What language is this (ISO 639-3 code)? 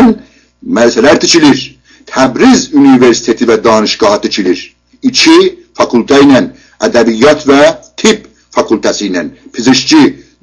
azb